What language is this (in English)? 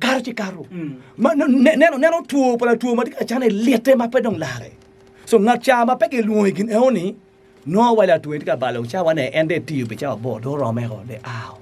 Acoli